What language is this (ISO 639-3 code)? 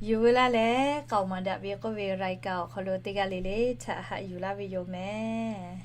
lhu